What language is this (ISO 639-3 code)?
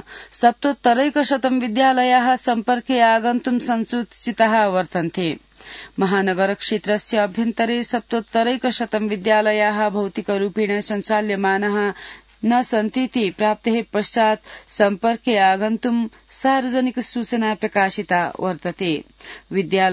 san